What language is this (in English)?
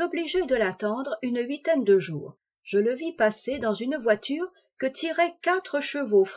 French